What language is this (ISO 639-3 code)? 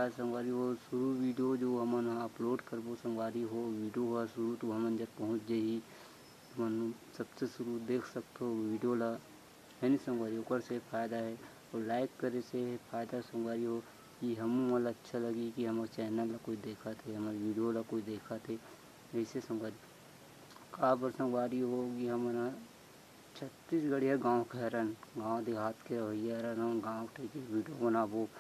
hne